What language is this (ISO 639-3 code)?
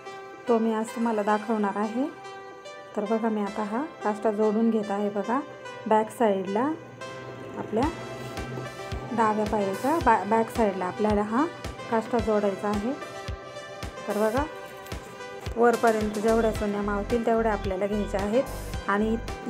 mar